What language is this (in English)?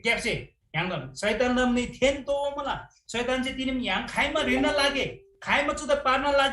Eastern Tamang